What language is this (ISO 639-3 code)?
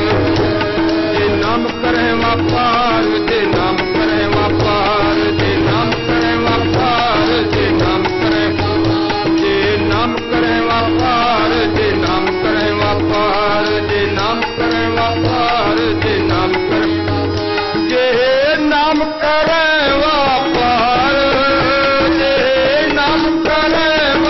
pan